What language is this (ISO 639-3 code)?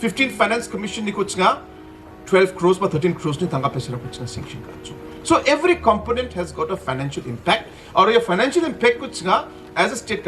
grt